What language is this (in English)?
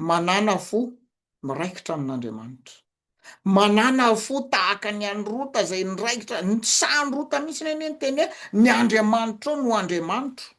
Malagasy